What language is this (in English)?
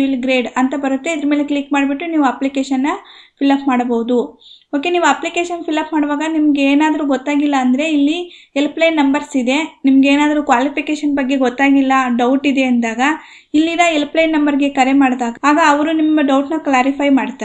Kannada